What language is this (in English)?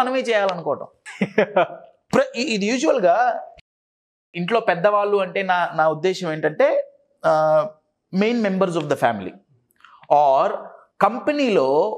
Telugu